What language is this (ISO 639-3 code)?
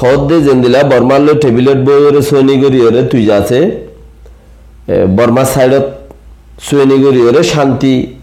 rhg